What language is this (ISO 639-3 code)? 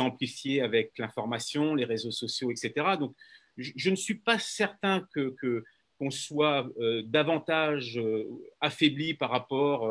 fra